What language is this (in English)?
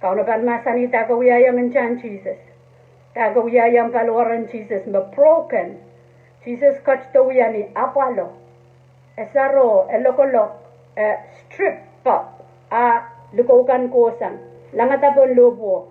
Pohnpeian